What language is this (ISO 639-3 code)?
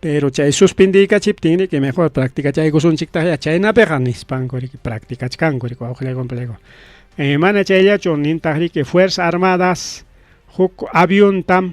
quy